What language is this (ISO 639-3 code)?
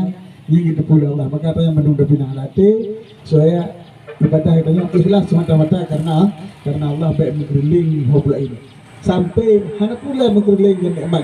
ace